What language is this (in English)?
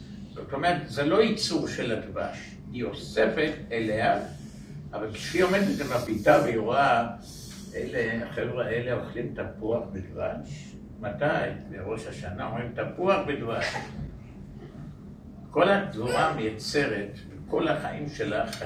Hebrew